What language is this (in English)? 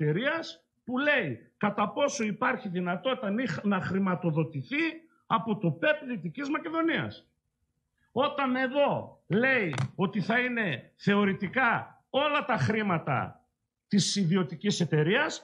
Greek